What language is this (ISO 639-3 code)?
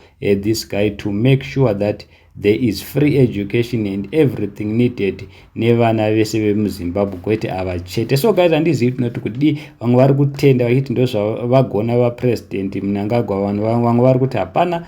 sna